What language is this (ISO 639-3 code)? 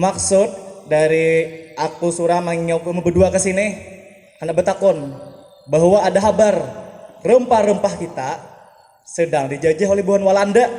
bjn